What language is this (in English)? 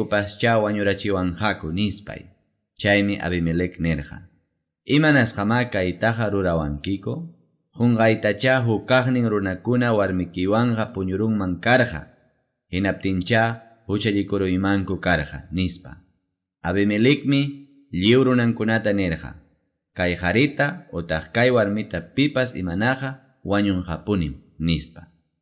Ayacucho Quechua